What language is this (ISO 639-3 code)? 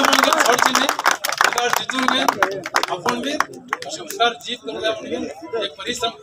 kok